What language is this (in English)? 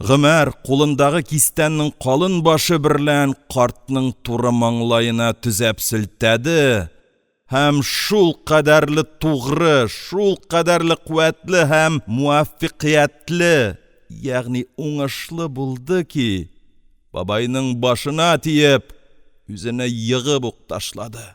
Tatar